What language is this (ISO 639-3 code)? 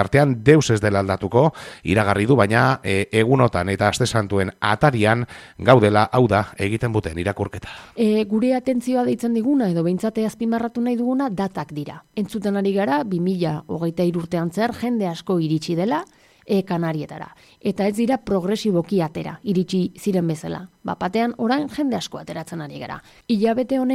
eus